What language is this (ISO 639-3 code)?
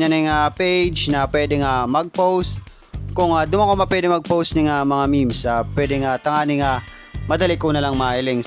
bik